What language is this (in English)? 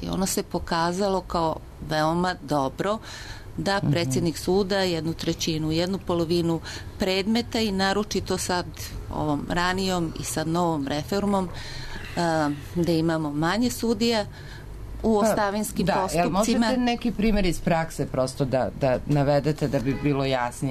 Serbian